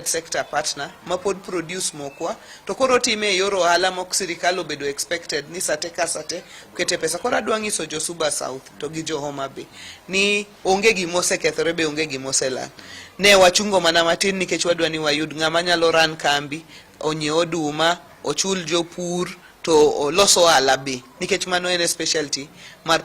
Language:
Luo (Kenya and Tanzania)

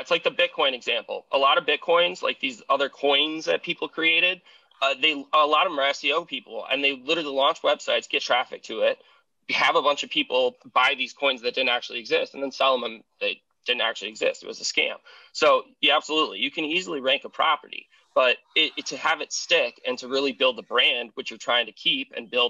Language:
English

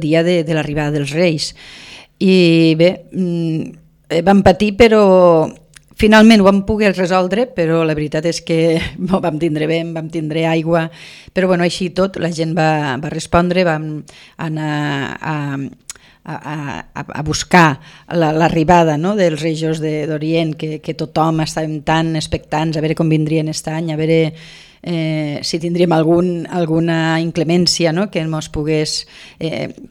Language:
Catalan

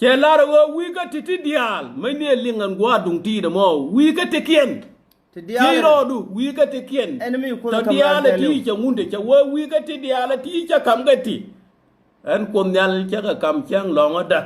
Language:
Nuer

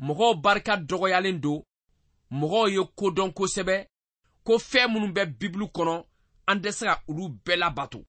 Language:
Bambara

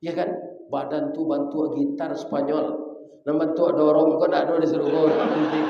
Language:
Minangkabau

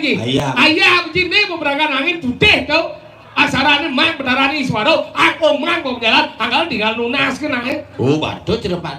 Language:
Balinese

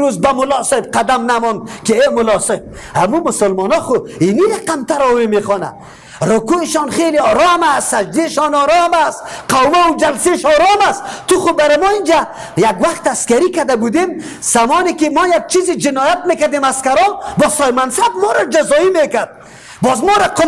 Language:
Persian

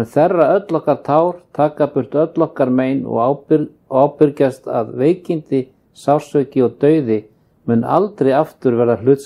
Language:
Icelandic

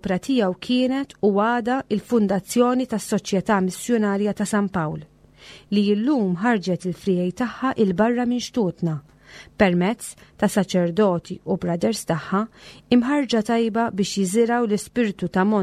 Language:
Maltese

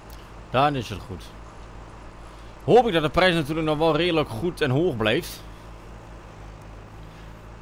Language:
Dutch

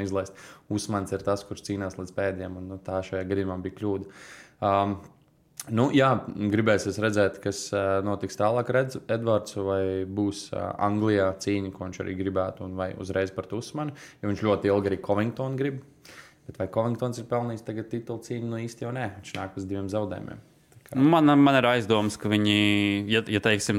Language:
Latvian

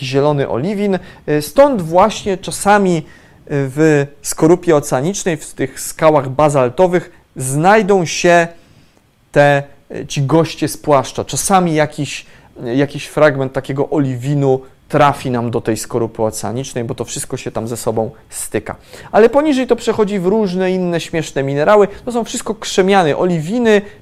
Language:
Polish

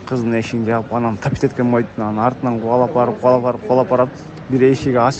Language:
Kyrgyz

